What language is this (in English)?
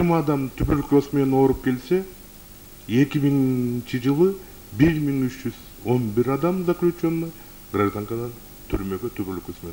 Kyrgyz